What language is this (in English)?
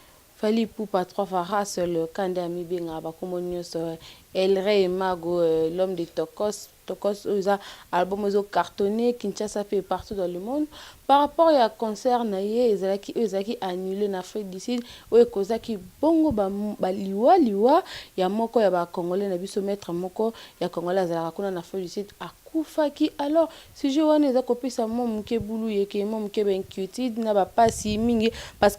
Lingala